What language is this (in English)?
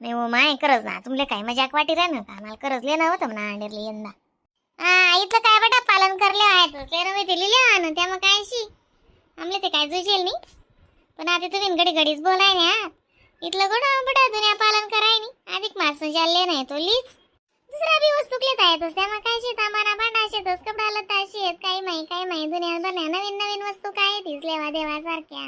Khandesi